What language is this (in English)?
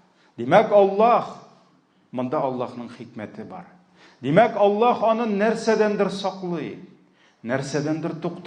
Tatar